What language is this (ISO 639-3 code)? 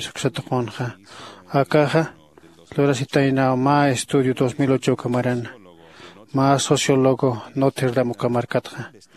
aym